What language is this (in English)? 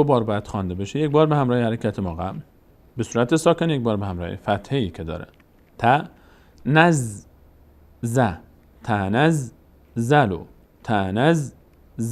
Persian